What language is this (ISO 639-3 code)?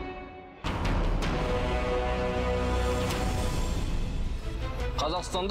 kaz